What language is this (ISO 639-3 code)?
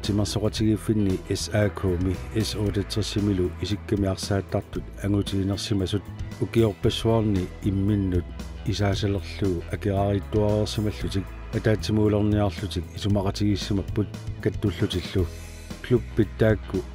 kal